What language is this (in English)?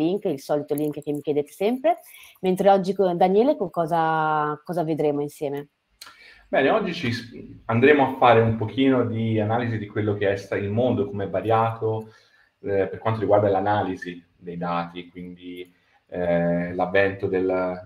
Italian